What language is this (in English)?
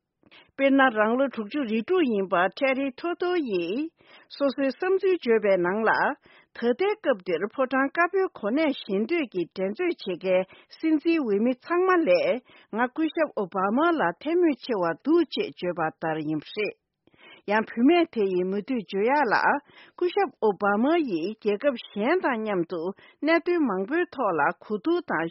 Tibetan